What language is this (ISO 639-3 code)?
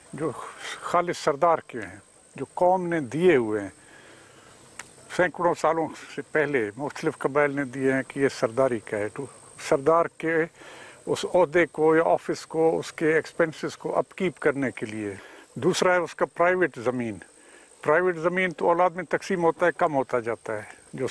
urd